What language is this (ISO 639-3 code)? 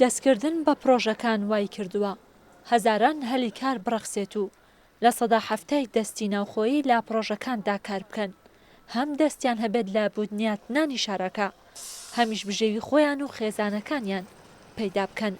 ckb